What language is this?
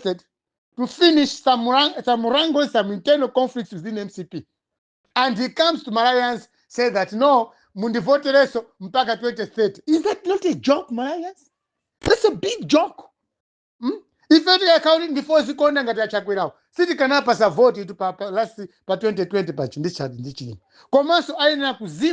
Nyanja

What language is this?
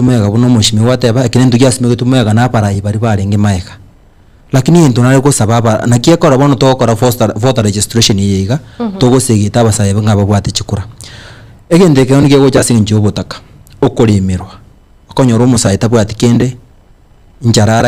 Gusii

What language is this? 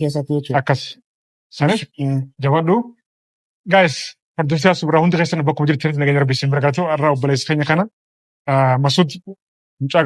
Oromo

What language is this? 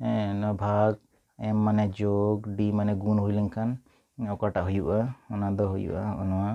Santali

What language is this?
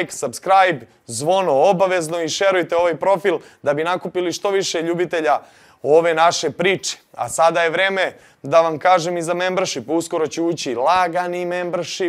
Serbian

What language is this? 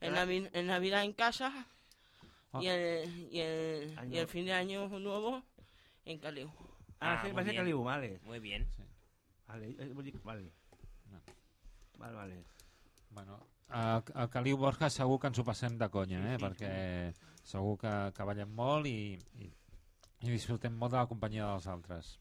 Catalan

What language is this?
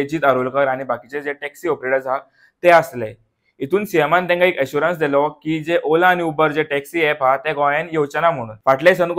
Konkani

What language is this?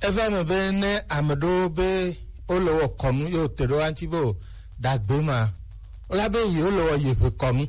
Gen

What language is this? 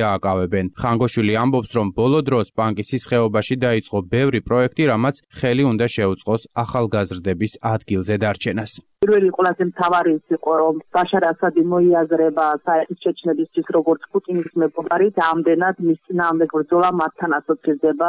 Georgian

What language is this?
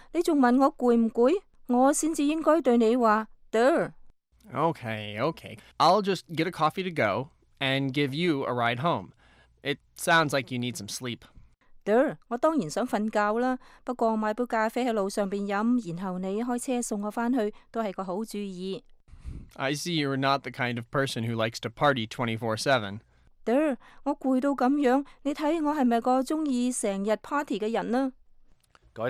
Cantonese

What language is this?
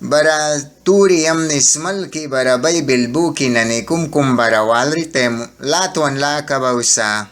Mískito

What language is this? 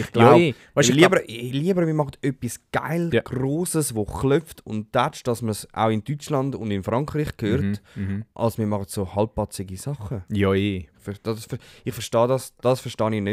Swiss German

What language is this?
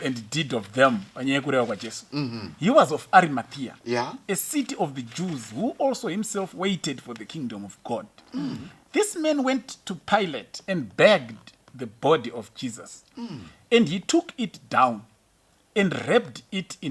Shona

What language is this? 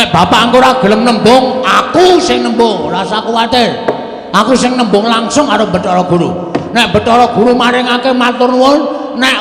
Javanese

